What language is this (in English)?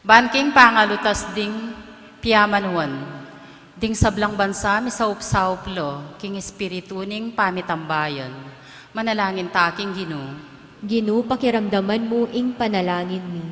Pampanga